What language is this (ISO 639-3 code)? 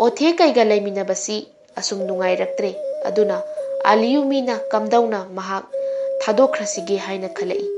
mni